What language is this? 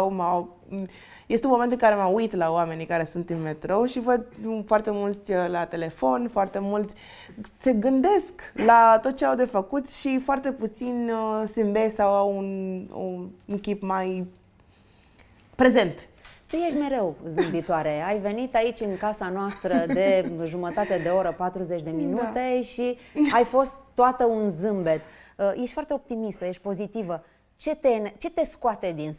Romanian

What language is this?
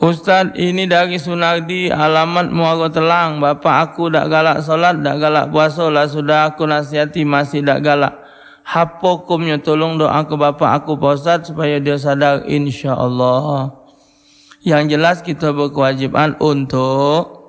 Musi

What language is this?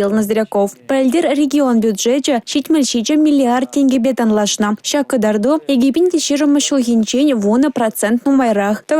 Chuvash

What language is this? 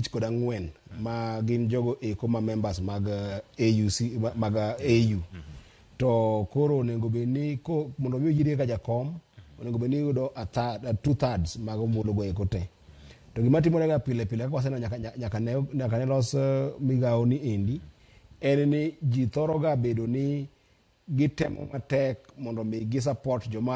Luo (Kenya and Tanzania)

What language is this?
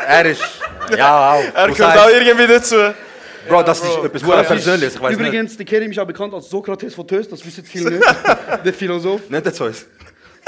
Swiss German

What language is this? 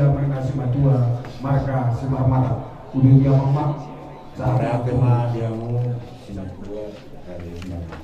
Batak Toba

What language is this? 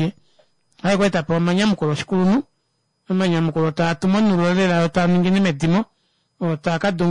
Kuanyama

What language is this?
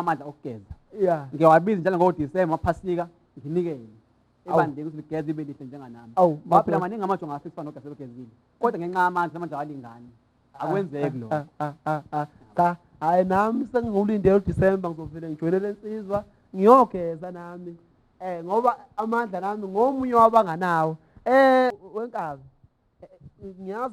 Zulu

